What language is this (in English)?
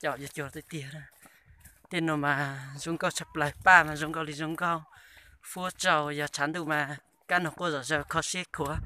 Hmong